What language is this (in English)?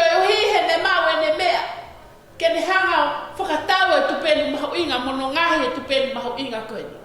Tongan